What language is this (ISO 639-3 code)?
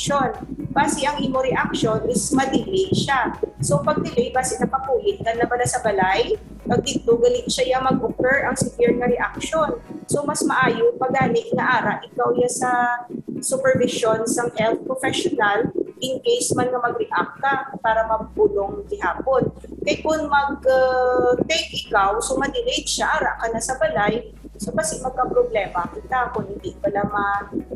hil